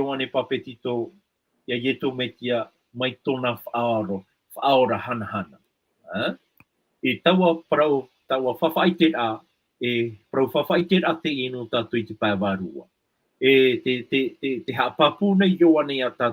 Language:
Tahitian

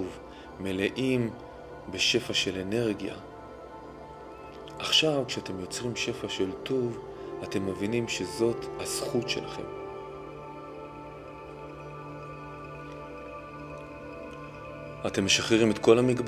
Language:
Hebrew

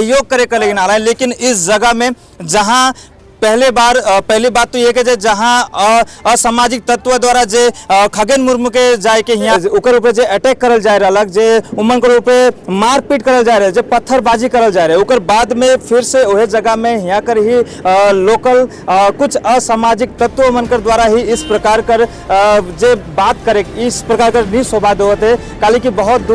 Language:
Sadri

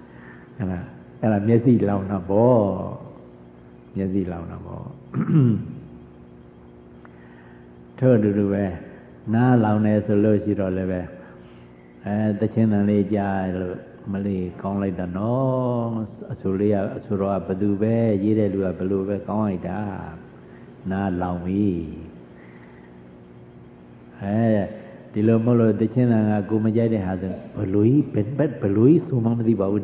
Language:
Burmese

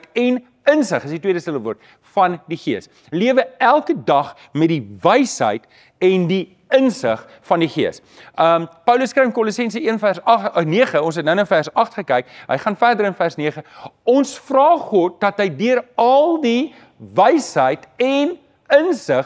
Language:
Afrikaans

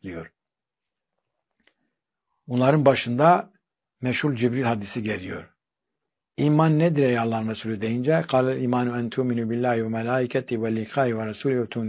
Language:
Turkish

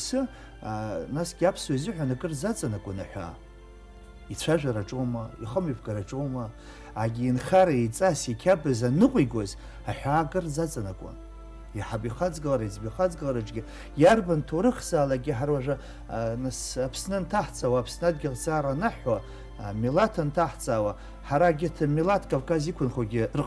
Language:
Abkhazian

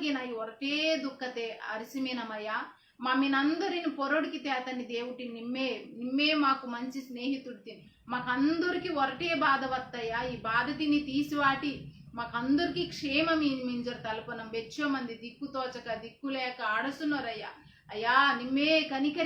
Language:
Koya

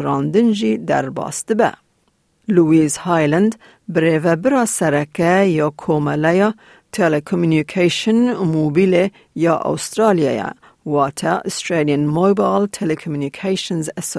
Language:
Kurdish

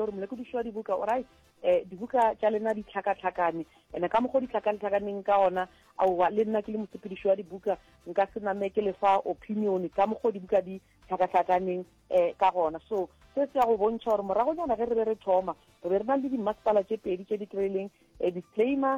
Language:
Northern Sotho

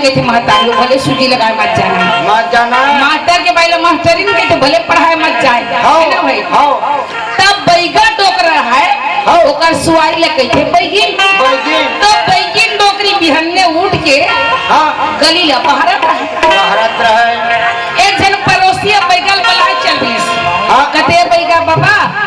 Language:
Chhattisgarhi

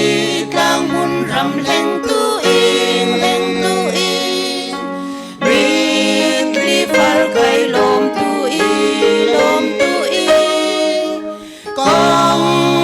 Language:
Falam Chin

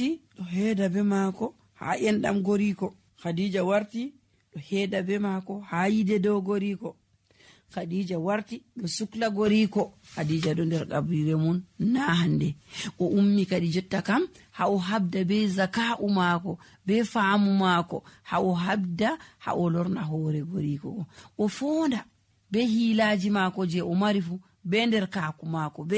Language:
Nigerian Fulfulde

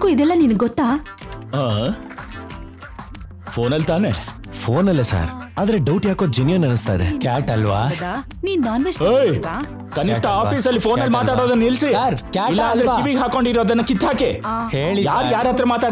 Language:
Kannada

